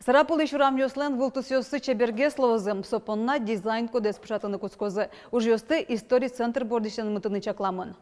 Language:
Udmurt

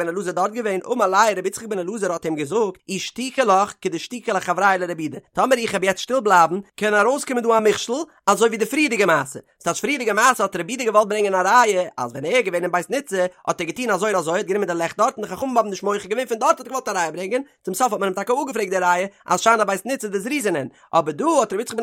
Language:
Yiddish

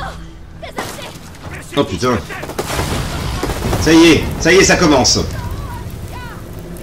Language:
French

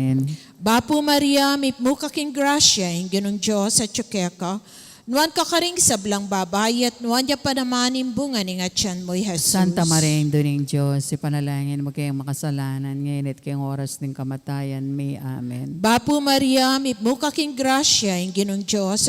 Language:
Pampanga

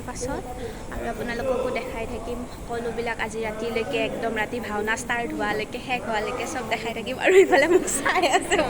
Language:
Assamese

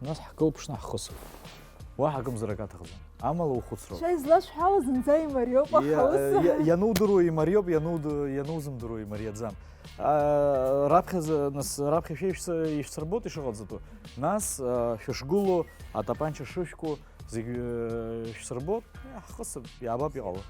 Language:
Abkhazian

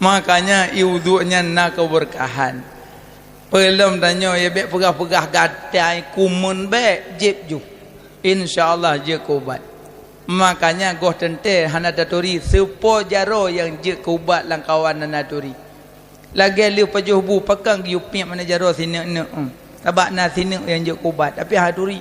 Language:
Achinese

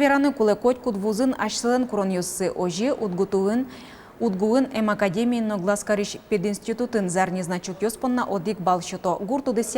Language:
Udmurt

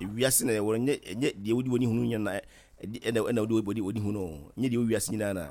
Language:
Akan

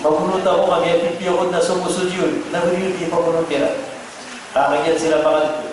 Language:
Maranao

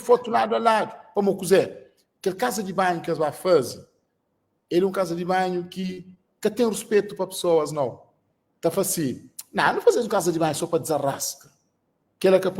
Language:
Kabuverdianu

